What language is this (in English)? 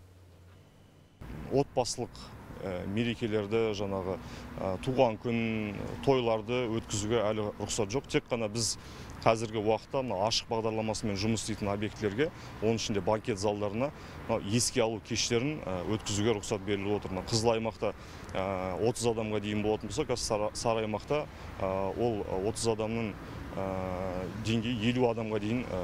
Kazakh